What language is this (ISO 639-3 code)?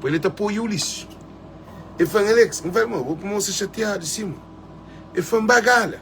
kea